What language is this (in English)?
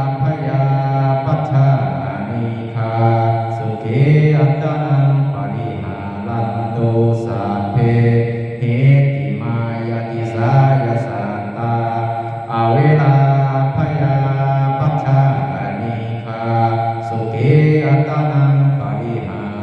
Pali